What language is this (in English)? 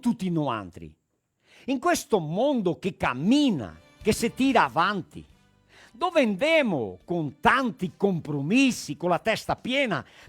Venetian